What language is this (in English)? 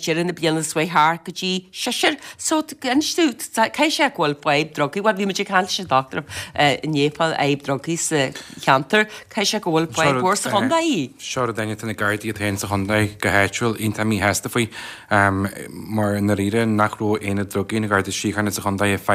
Irish